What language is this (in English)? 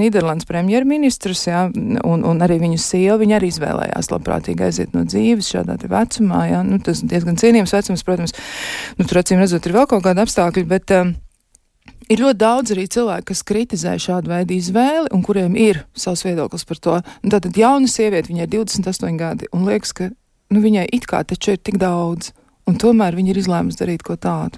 Latvian